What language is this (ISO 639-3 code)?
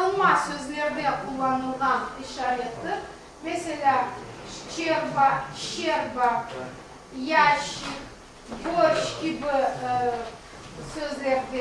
crh